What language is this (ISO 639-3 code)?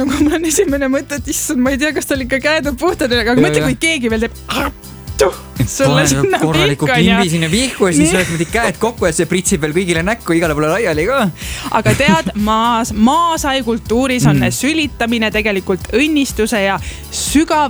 est